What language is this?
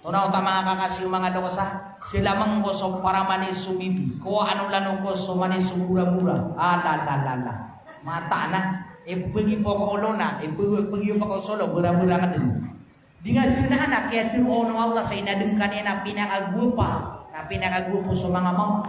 Maranao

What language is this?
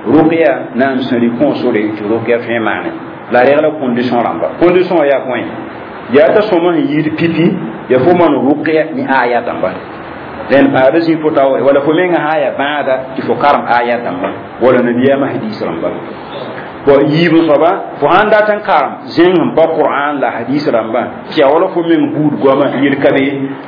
Mossi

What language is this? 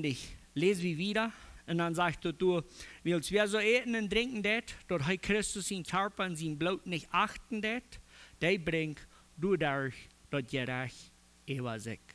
Plautdietsch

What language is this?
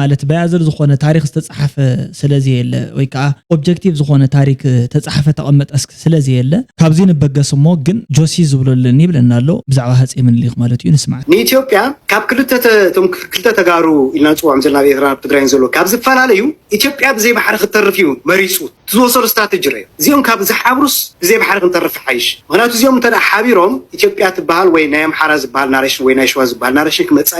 Tigrinya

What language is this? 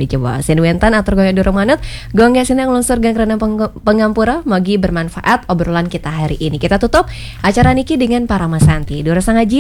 Balinese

